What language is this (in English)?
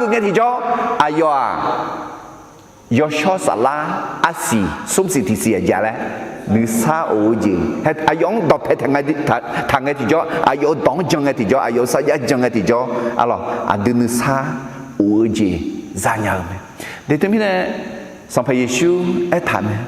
Akha